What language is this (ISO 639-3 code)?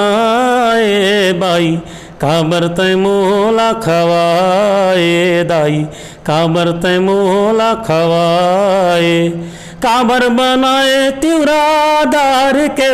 hne